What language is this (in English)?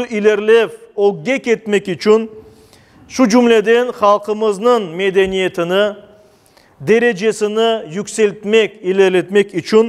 Crimean Tatar